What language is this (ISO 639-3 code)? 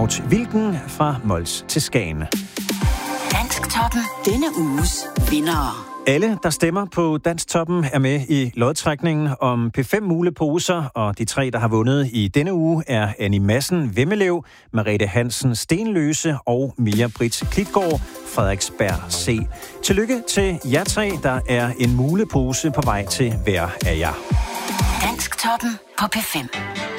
dan